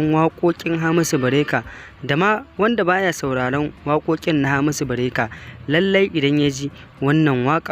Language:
Hausa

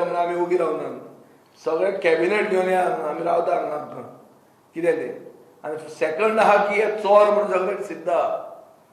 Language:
Konkani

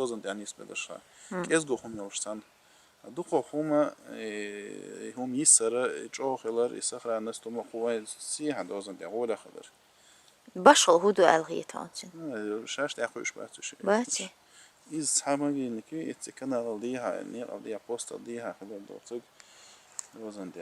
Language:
Chechen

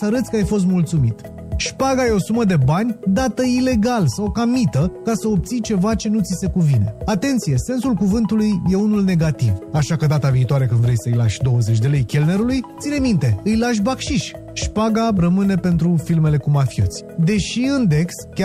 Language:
Romanian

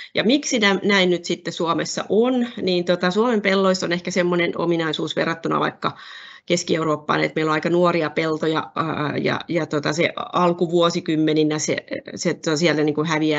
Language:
Finnish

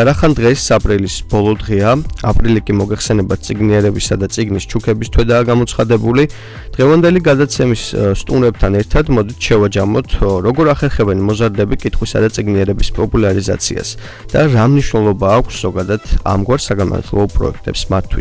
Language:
Georgian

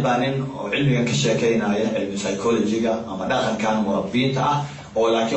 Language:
Somali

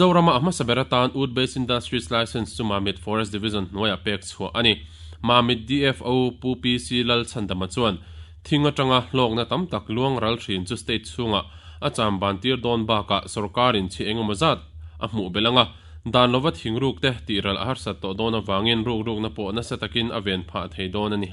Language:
Mizo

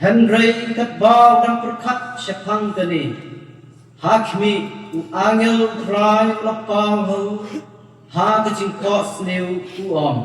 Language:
Khasi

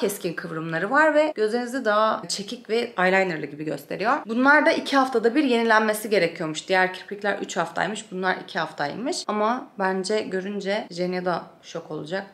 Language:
Turkish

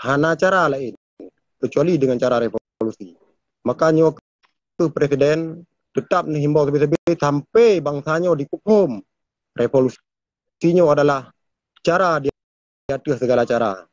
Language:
Achinese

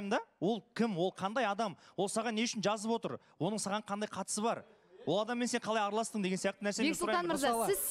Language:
Kazakh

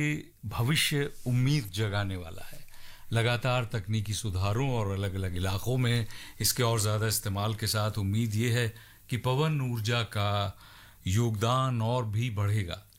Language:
Hindi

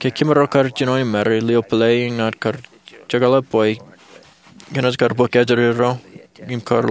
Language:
Marshallese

